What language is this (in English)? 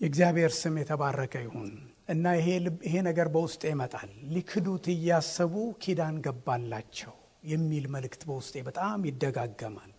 Amharic